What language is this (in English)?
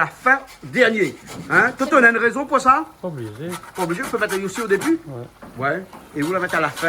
Réunion Creole French